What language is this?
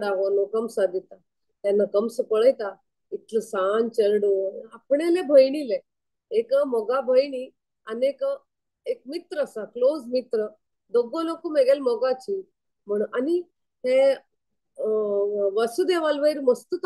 Konkani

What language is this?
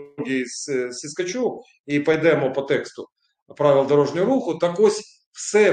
Ukrainian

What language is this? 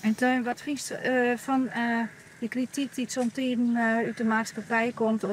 Western Frisian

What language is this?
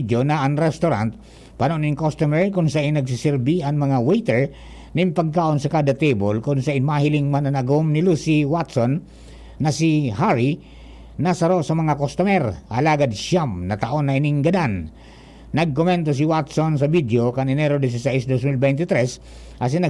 Bikol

